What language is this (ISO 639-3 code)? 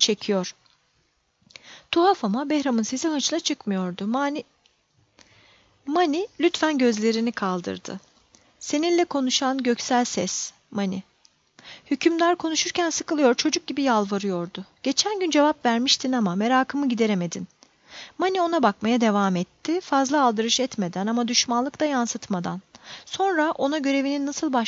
tur